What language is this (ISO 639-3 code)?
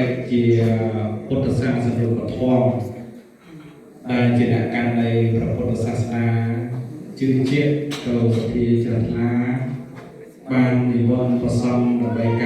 khm